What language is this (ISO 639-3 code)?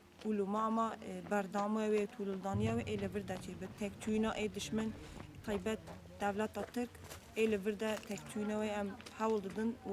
kur